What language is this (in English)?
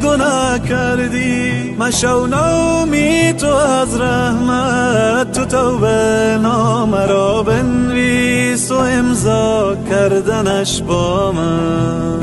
Persian